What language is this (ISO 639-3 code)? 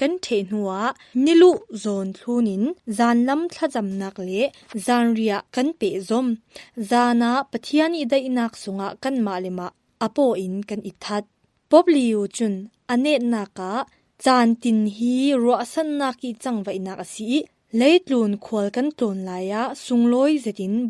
cfm